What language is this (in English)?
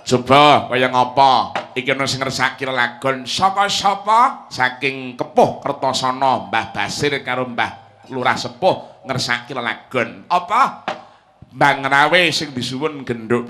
Javanese